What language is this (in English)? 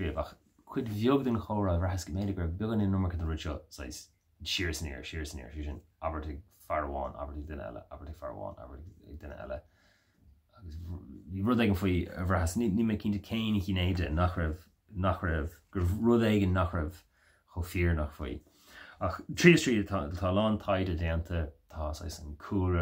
Irish